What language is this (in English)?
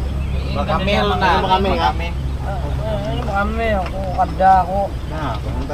Banjar